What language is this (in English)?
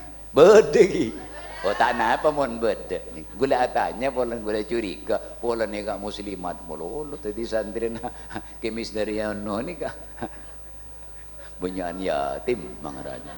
Madurese